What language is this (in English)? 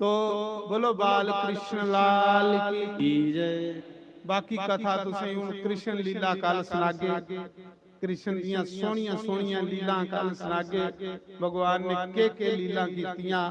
Dogri